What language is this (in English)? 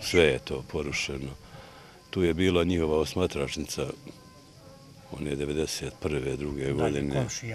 Bosnian